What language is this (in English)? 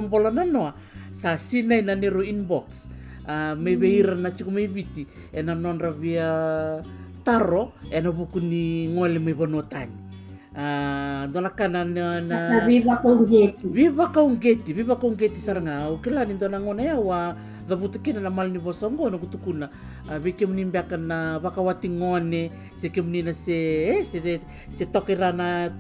Fijian